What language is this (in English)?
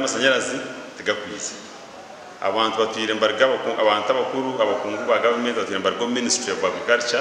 Nyankole